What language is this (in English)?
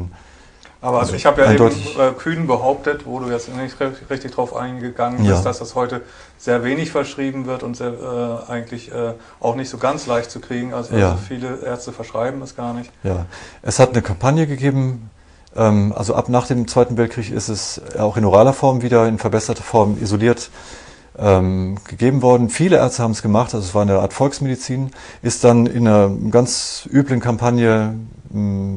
German